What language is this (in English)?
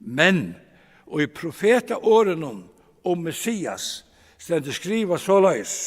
Faroese